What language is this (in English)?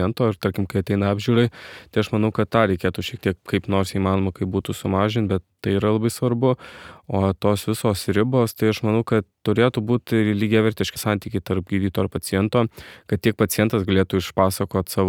Lithuanian